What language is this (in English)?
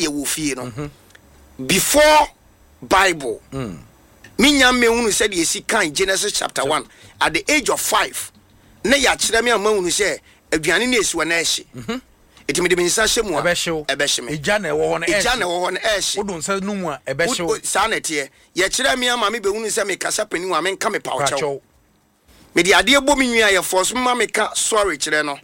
Akan